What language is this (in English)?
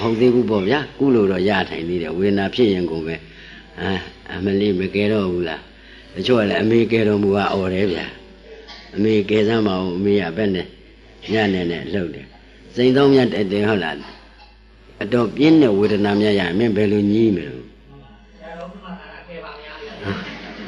Burmese